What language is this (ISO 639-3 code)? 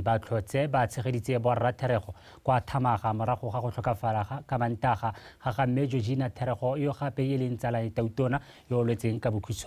tsn